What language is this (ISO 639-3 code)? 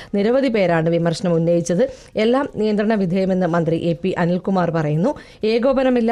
mal